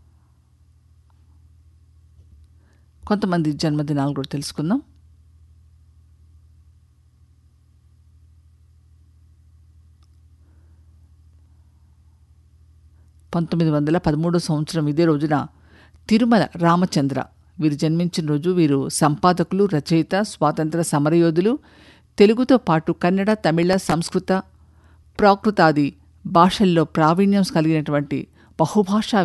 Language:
Telugu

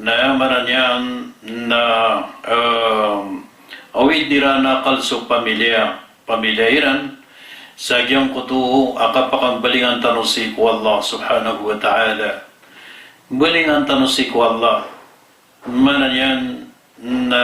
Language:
Maranao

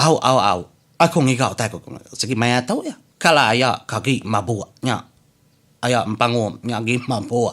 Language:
Iban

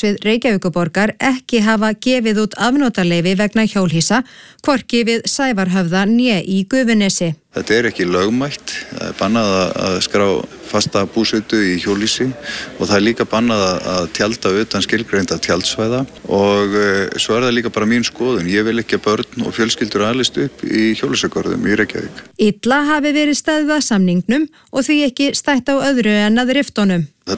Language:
Icelandic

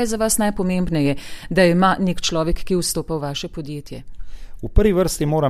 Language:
Slovenian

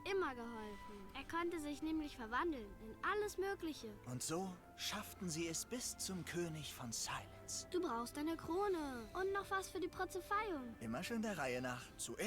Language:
Swiss German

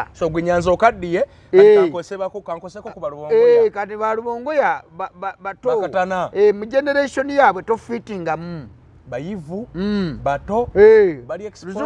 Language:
Ganda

